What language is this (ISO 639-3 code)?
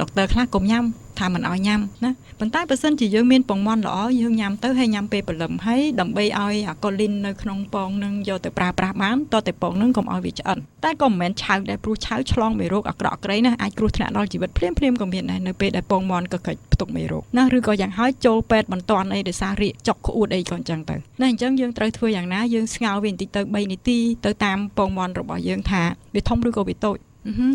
khm